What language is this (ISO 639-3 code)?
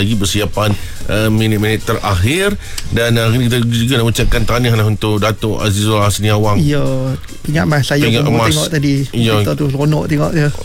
msa